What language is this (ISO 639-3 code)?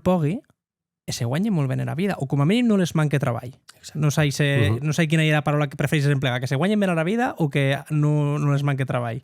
oci